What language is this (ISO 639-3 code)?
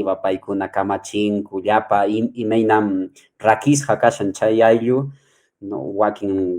que